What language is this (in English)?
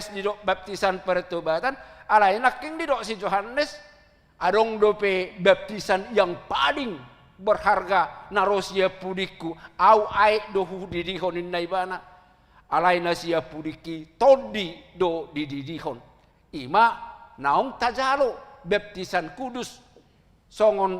Batak Toba